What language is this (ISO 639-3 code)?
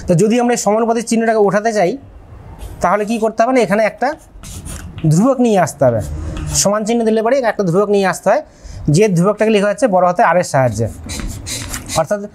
ben